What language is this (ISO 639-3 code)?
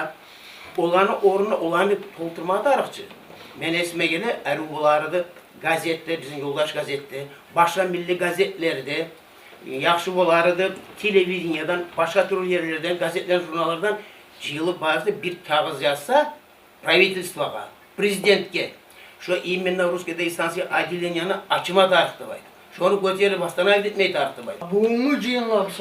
kum